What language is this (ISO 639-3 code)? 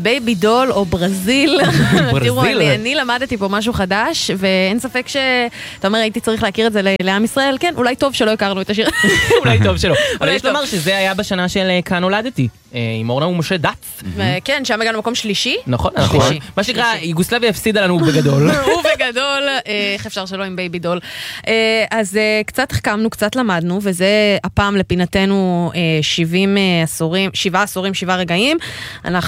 heb